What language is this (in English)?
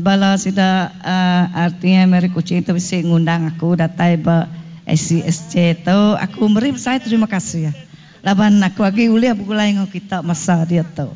Iban